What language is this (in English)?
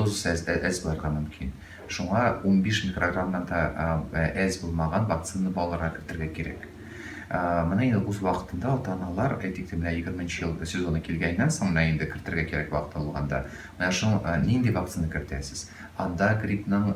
Tatar